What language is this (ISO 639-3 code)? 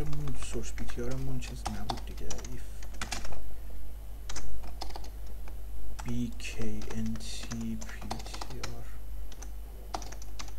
fas